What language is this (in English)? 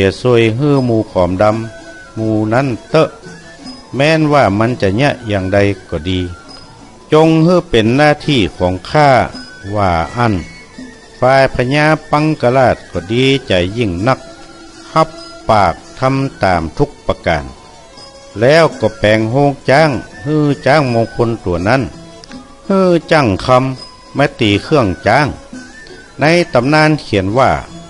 Northern Thai